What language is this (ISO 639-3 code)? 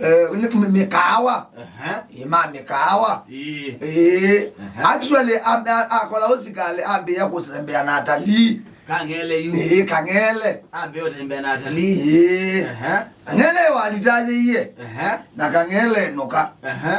kam